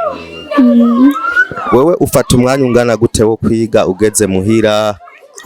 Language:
Rundi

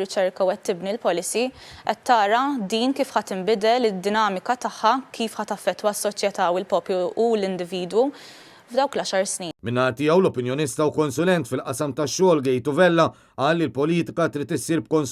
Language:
Maltese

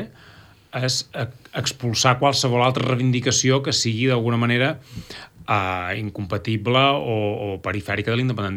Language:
Catalan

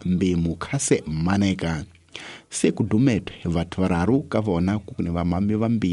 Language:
Tsonga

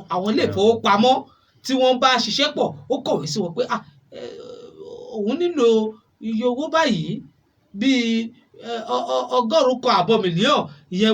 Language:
Yoruba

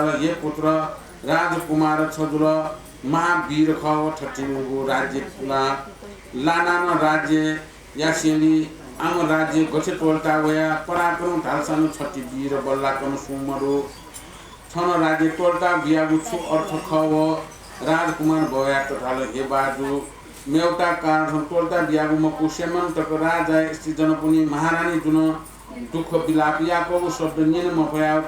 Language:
Newari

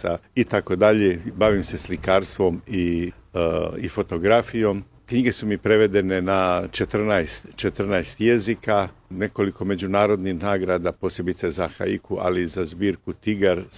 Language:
Croatian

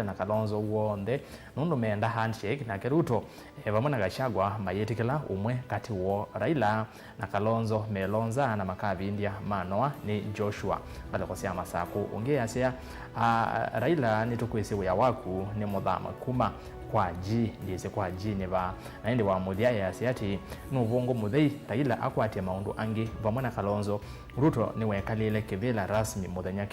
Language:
Kamba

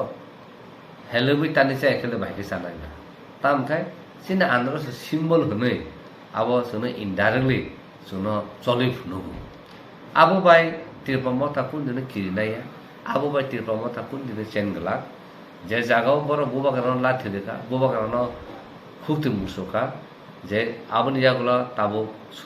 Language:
Kok Borok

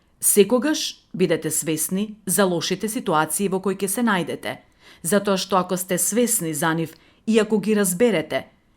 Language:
Macedonian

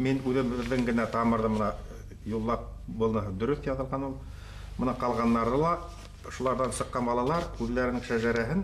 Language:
Bashkir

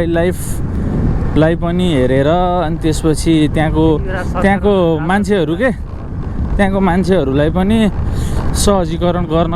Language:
Nepali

